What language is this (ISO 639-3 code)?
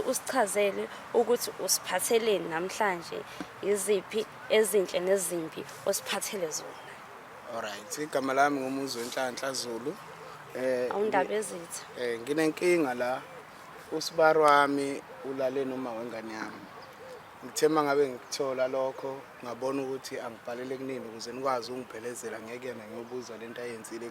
zul